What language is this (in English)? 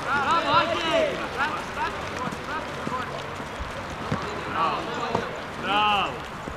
Croatian